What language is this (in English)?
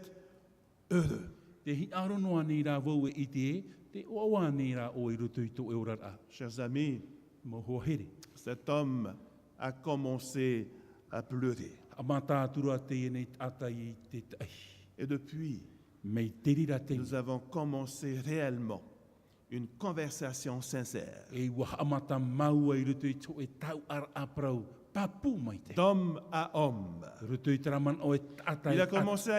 Tahitian